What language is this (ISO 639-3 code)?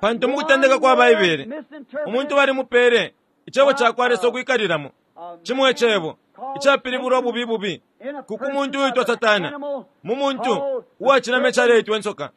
bem